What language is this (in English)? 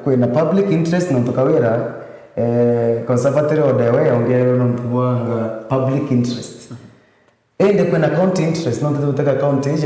Meru